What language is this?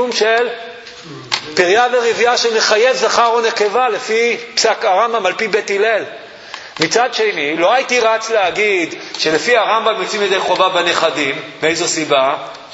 Hebrew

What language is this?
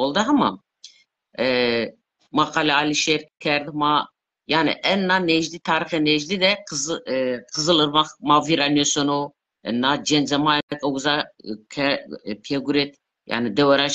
Zaza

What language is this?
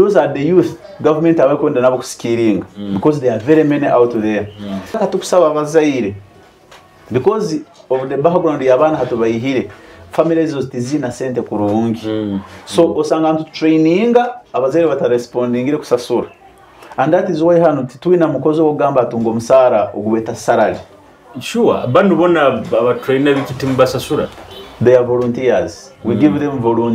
Nyoro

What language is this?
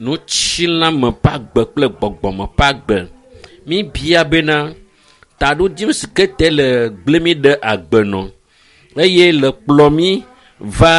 Ewe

